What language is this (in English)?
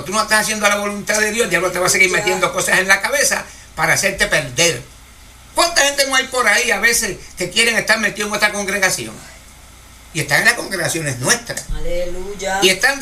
Spanish